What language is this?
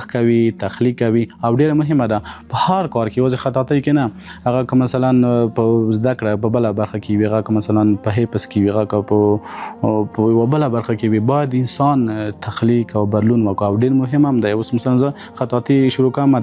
Pashto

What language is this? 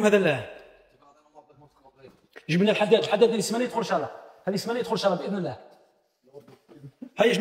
Algerian Arabic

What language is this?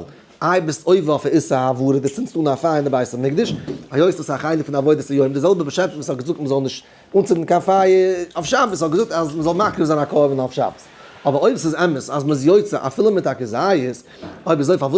Yiddish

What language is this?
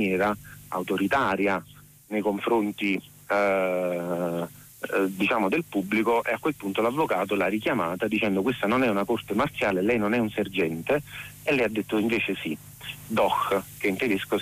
Italian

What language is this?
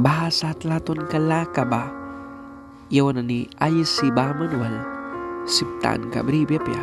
Mískito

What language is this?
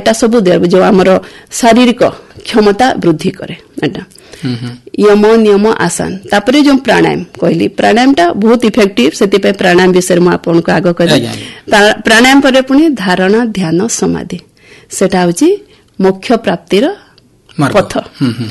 Odia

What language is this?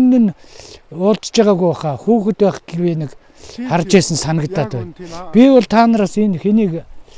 Mongolian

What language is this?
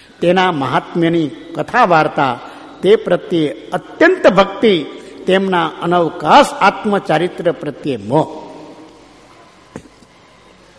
Gujarati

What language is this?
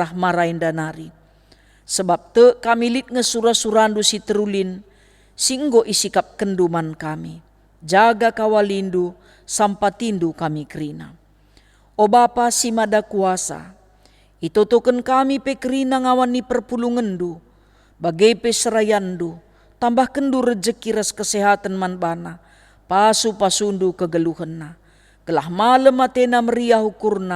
Batak Karo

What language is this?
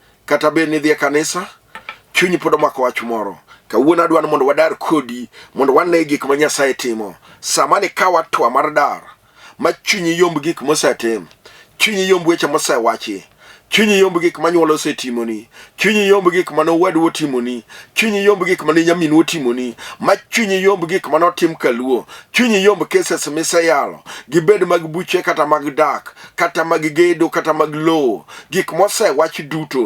Luo (Kenya and Tanzania)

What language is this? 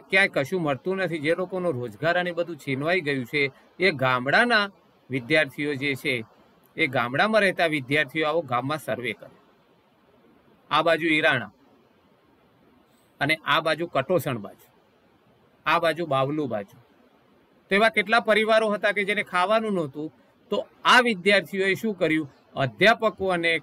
Gujarati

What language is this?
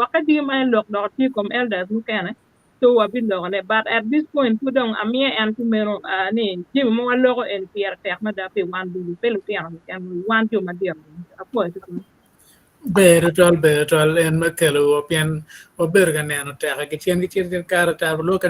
Acoli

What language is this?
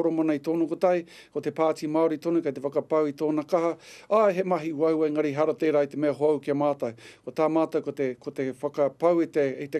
Māori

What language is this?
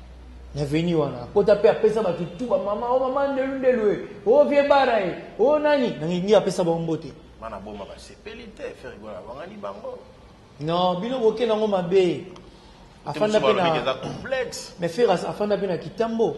Lingala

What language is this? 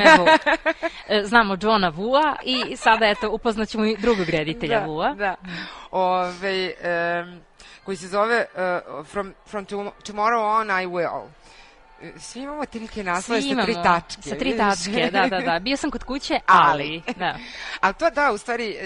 Serbian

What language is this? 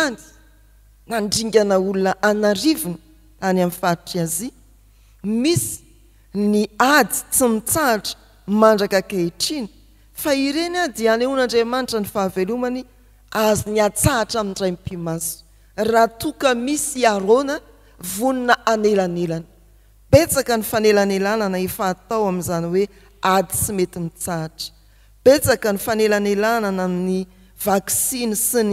Malagasy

